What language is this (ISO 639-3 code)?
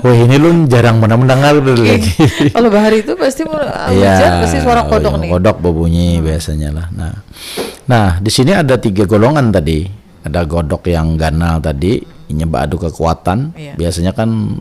bjn